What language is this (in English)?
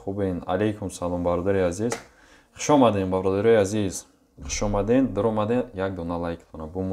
Tajik